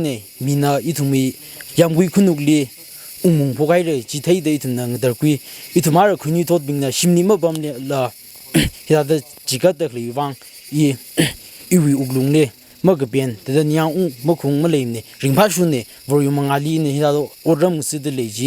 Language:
Tangkhul Naga (India)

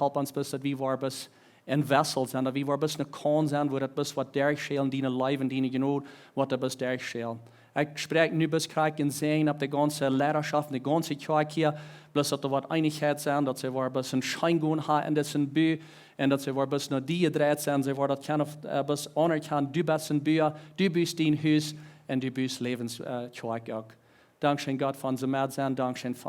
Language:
Plautdietsch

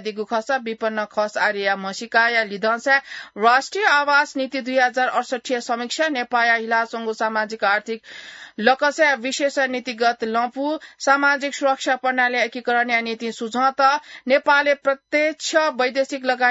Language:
Newari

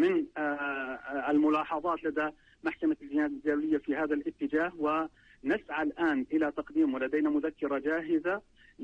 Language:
Arabic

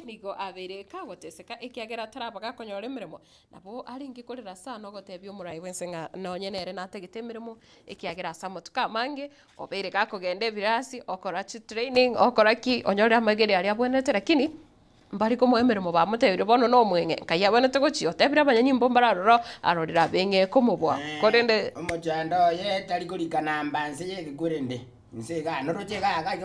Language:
Gusii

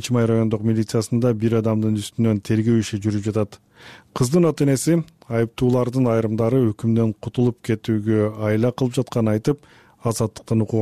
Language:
Kyrgyz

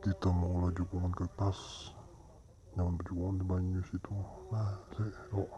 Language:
Banjar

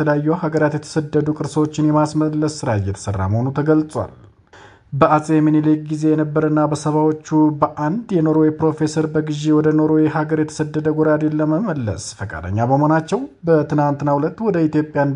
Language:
Amharic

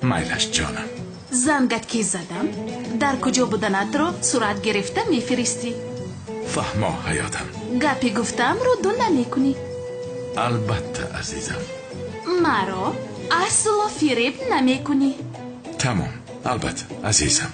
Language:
Tajik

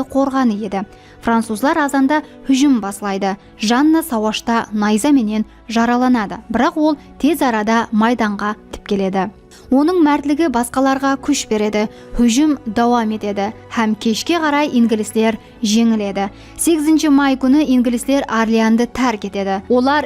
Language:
Kara-Kalpak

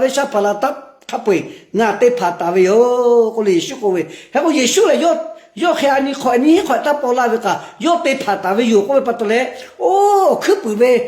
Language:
Lahu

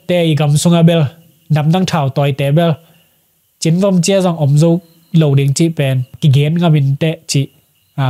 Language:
Tedim Chin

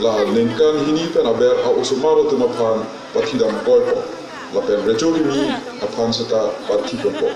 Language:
Karbi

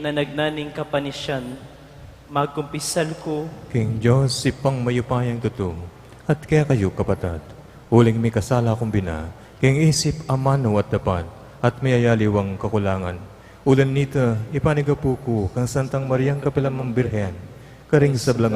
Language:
Pampanga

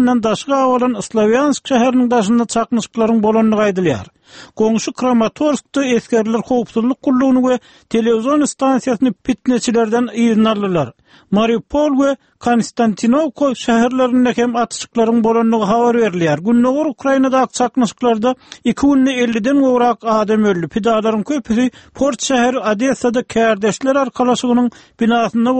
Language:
Turkmen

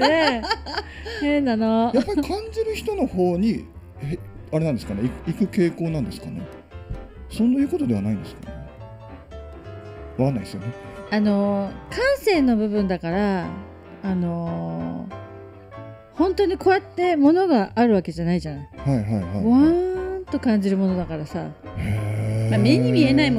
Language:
Japanese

